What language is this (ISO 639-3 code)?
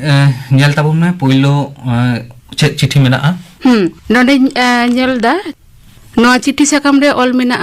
sat